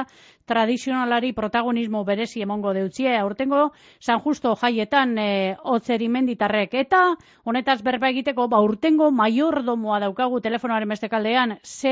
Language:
Basque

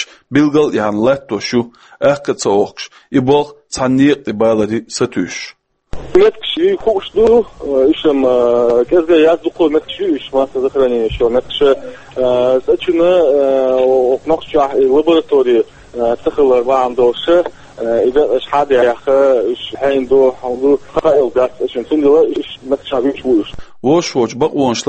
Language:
Chechen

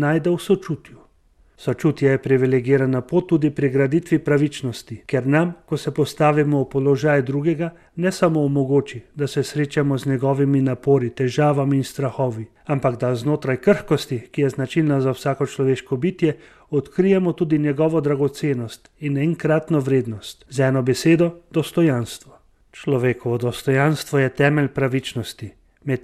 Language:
Slovenian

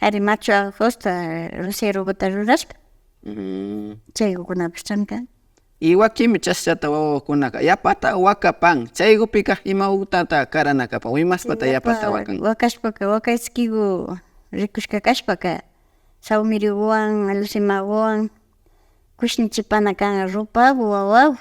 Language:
Imbabura Highland Quichua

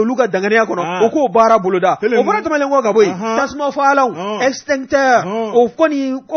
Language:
Bambara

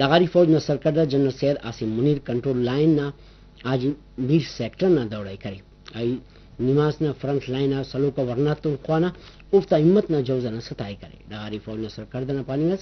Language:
Brahui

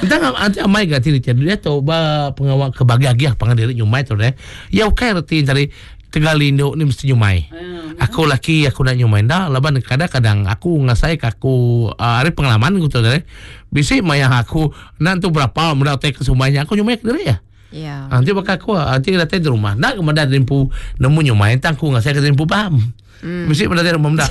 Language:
Iban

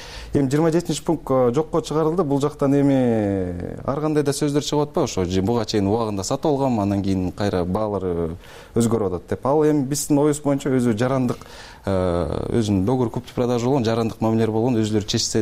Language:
Kyrgyz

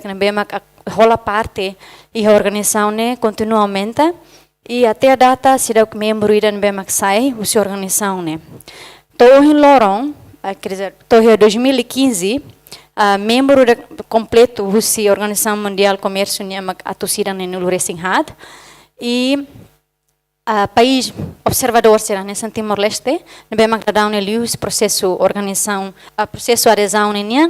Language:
Tetum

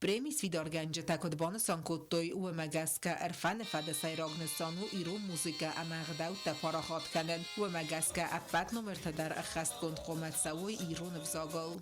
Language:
Ossetic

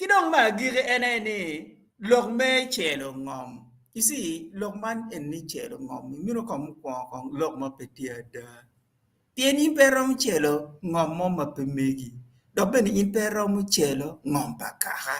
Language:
Acoli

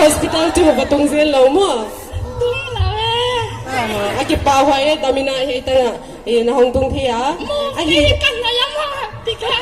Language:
Paite Chin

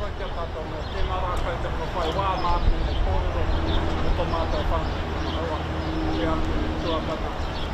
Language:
Māori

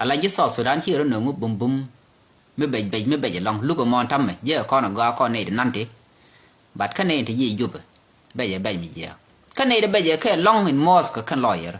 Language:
Nuer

